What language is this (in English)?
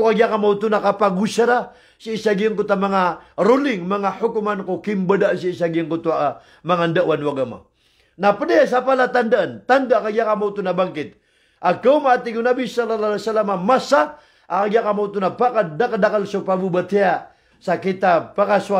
Maranao